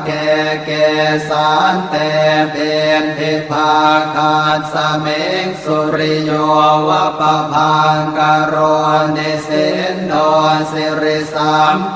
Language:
Pali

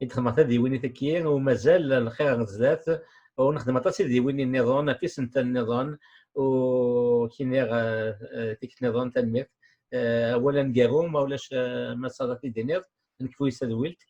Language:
Kabyle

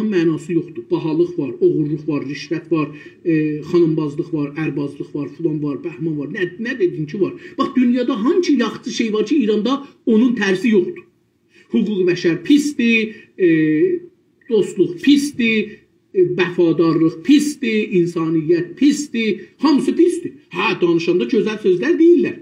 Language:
South Azerbaijani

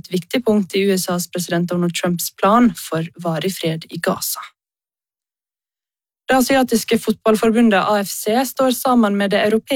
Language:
Norwegian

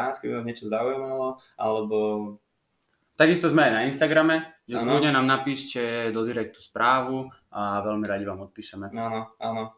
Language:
Slovak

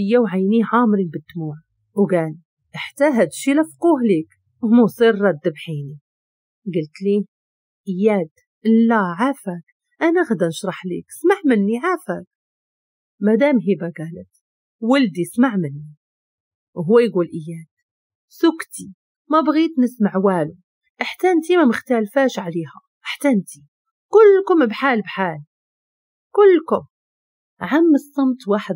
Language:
Moroccan Arabic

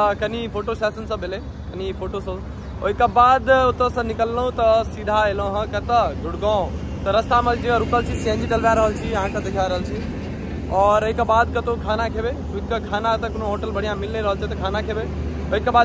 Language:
Maithili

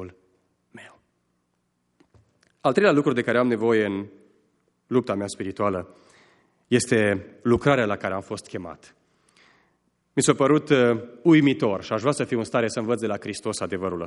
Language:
Romanian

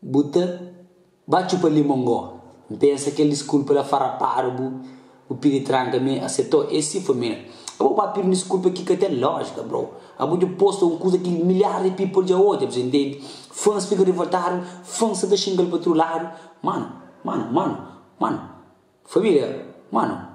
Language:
Kabuverdianu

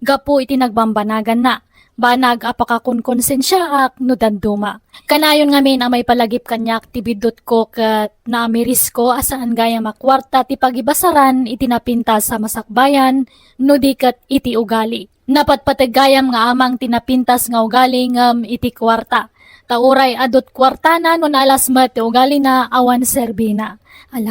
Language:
Iloko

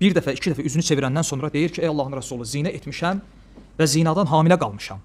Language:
Azerbaijani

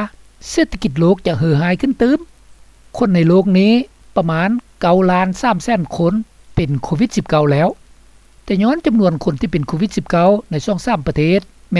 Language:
Lao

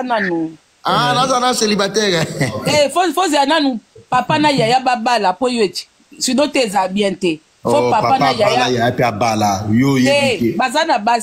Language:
Lingala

